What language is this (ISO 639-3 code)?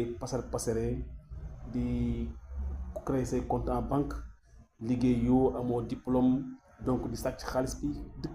wol